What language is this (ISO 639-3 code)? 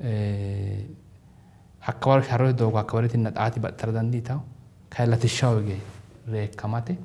sid